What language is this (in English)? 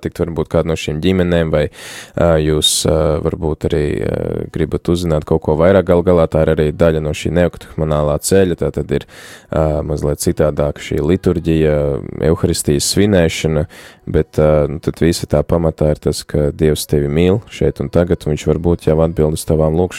Latvian